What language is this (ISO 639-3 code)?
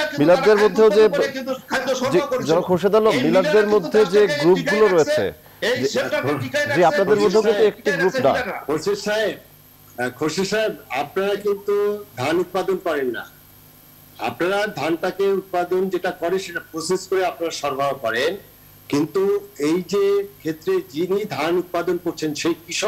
ben